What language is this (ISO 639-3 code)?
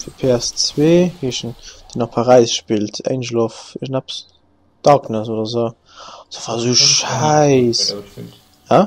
ltz